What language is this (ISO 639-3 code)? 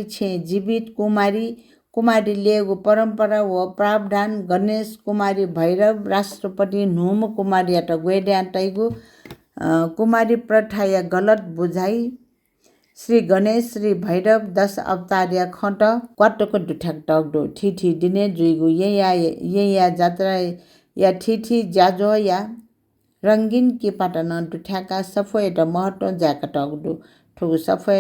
new